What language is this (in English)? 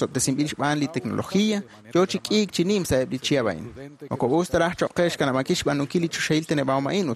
Kekchí